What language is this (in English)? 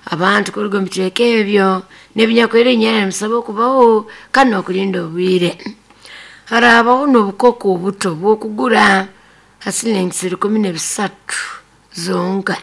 Nyoro